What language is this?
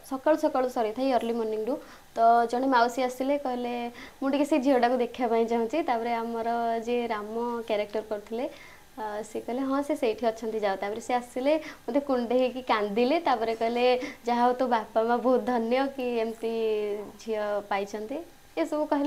Odia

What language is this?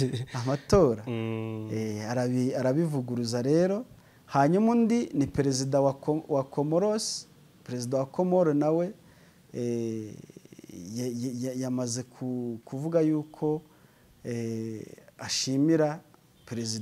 Kinyarwanda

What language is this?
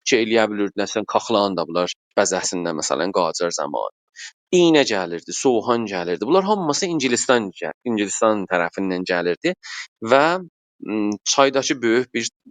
South Azerbaijani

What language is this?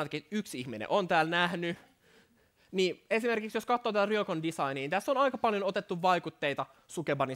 Finnish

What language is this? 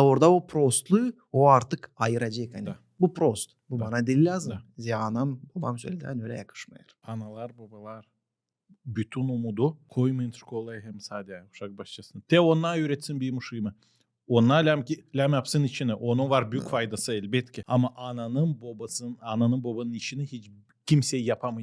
Gagauz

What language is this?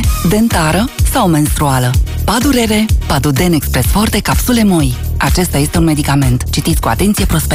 Romanian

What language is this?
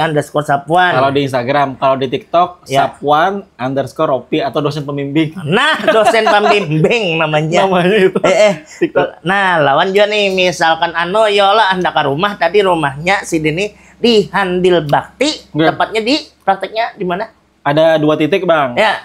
Banjar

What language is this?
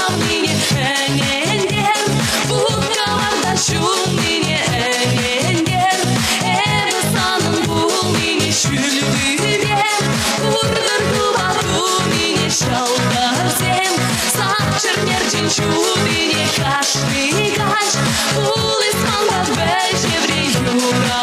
Chuvash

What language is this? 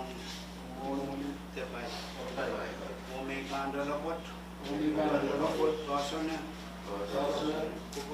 Pohnpeian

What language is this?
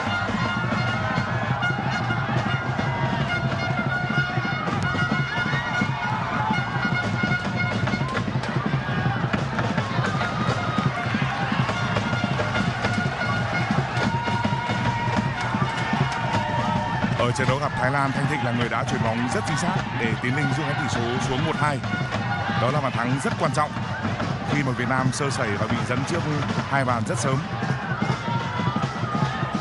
Vietnamese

